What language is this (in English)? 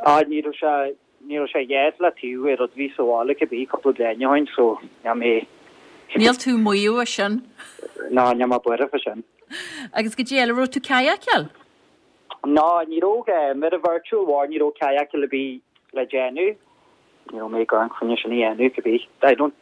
Irish